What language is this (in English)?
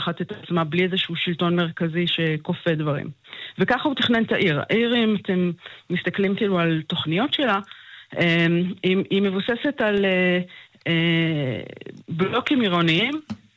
Hebrew